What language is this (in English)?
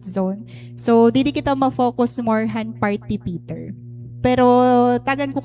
Waray